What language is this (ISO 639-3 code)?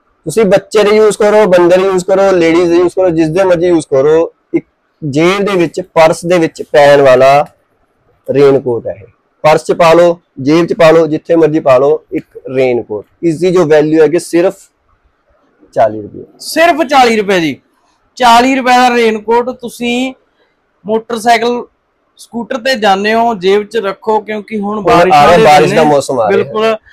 pan